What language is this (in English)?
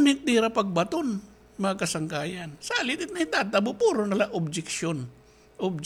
Waray